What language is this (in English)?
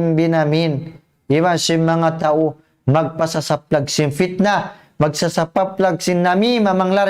Tausug